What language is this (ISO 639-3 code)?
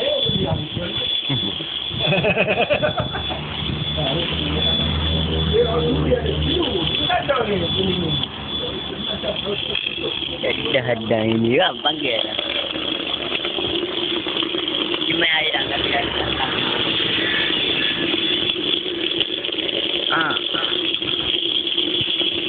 msa